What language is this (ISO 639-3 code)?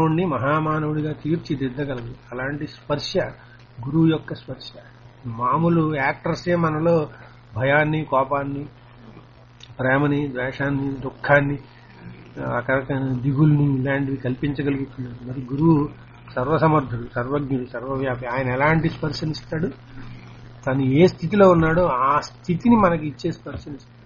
tel